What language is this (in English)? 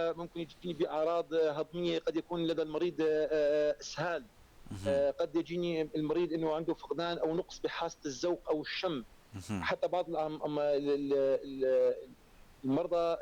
North Levantine Arabic